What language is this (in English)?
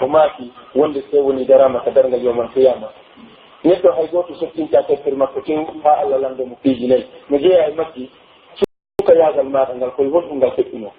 Pular